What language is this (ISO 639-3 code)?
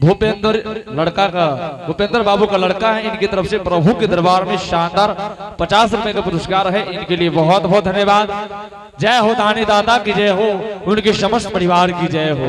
anp